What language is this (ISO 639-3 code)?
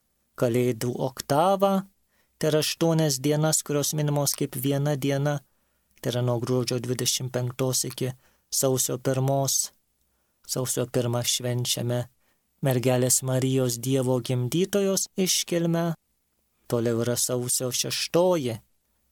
lit